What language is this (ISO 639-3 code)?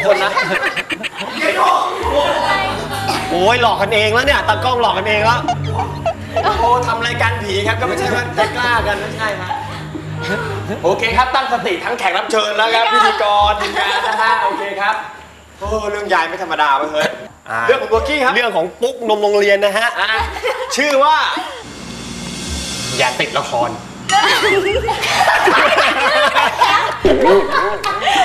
tha